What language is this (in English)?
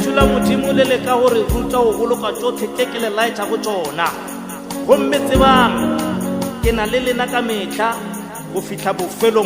Northern Sotho